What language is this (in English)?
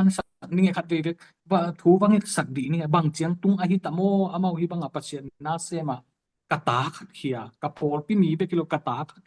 Tedim Chin